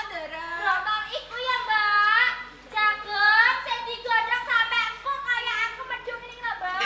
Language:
Javanese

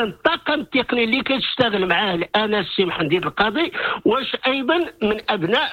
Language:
Moroccan Arabic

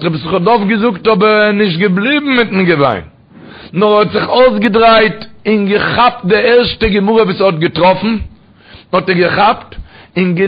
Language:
Yiddish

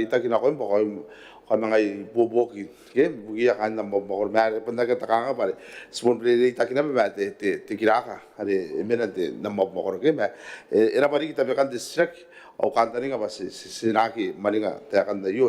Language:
Gilbertese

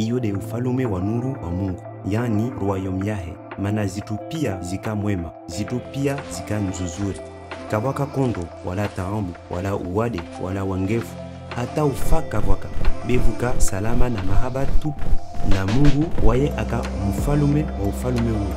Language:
Comorian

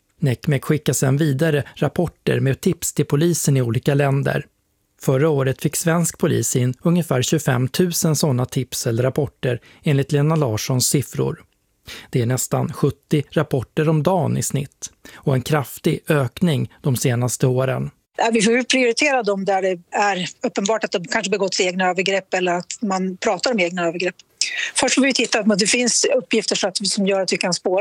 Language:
Swedish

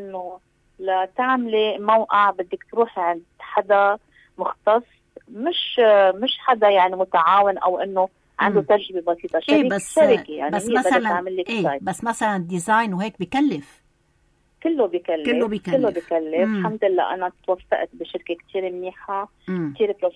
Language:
North Levantine Arabic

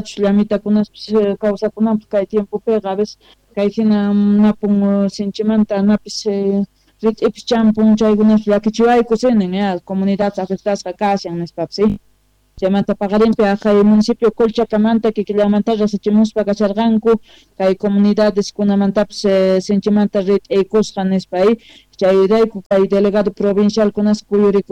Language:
Quechua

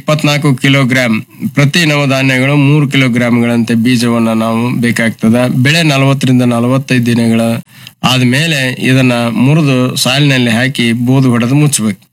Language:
Kannada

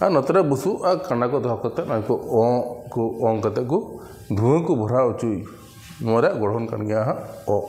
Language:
Santali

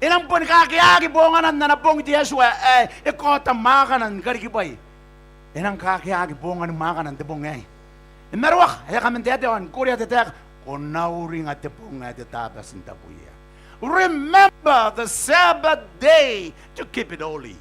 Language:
Gilbertese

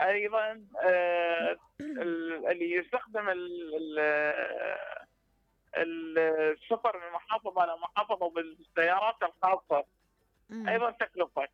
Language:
Mesopotamian Arabic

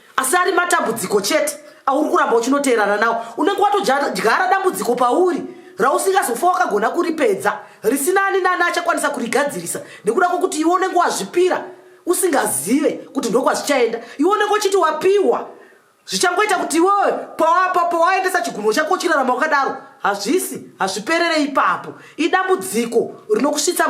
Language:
Shona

